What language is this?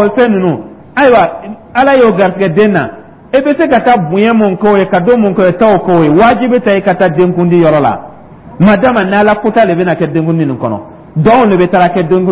Dyula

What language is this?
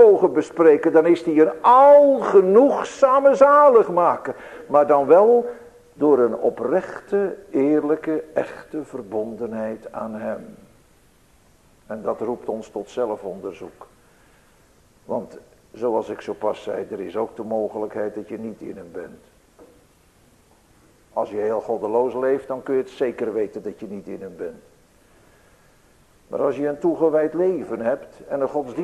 Dutch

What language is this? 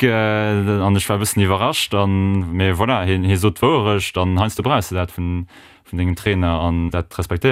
Luxembourgish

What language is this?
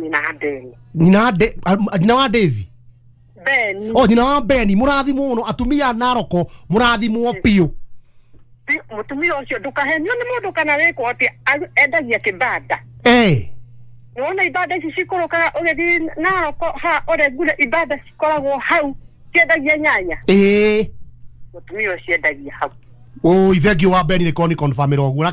Kikuyu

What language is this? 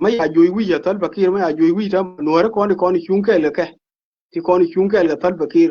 Nuer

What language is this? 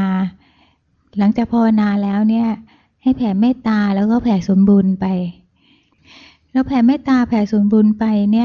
Thai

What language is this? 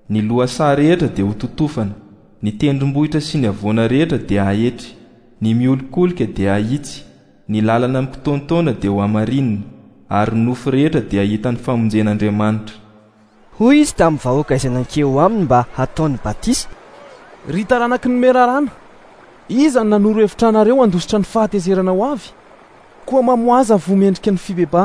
Malagasy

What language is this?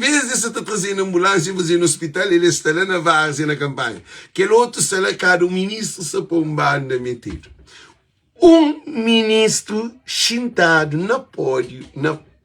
Kabuverdianu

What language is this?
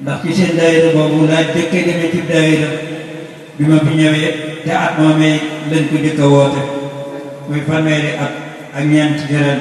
Wolof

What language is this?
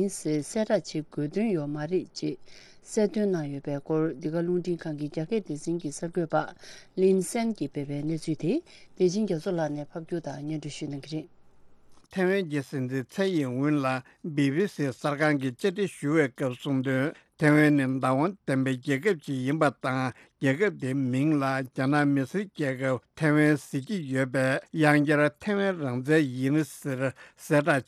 Tibetan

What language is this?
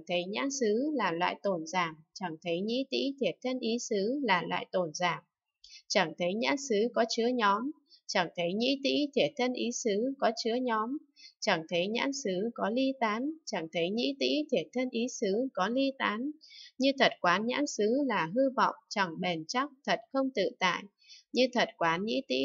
Vietnamese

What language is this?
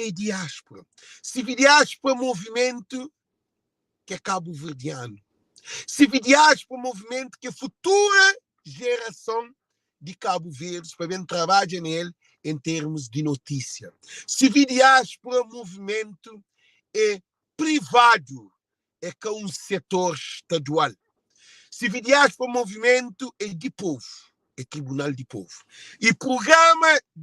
Kabuverdianu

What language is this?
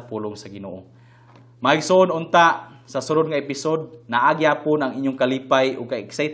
Cebuano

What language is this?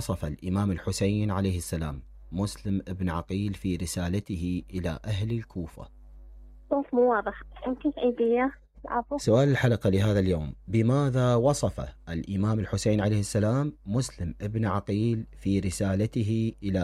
Mesopotamian Arabic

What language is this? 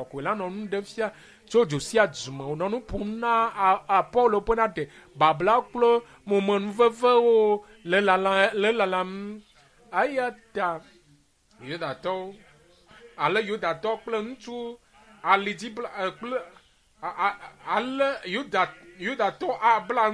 Ewe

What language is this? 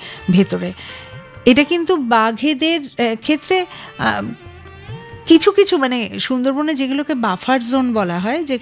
Bangla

